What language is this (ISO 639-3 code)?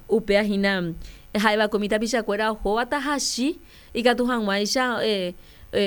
grn